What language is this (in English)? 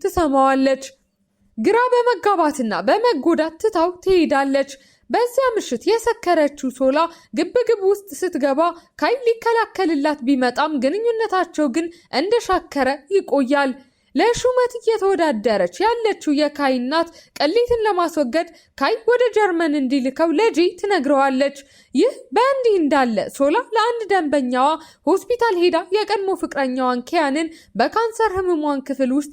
Amharic